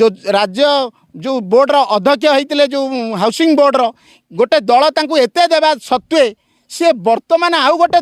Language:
Odia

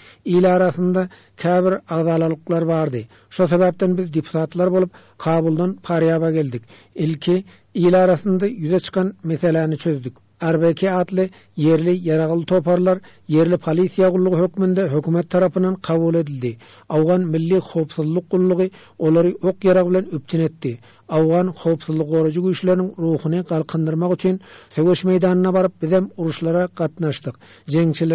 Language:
Turkmen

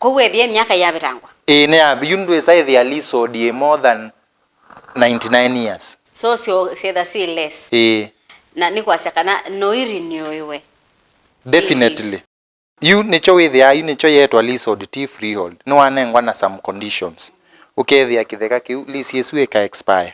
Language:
Kamba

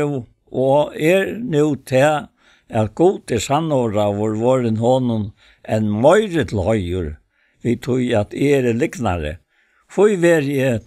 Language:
Faroese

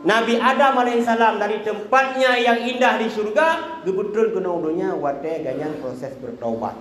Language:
Achinese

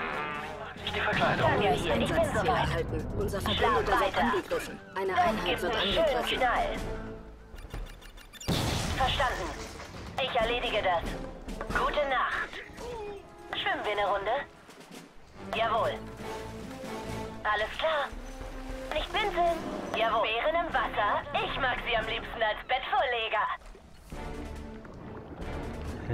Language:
German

